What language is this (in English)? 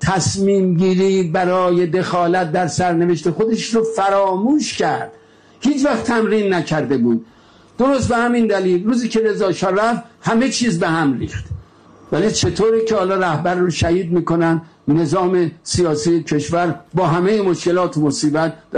Persian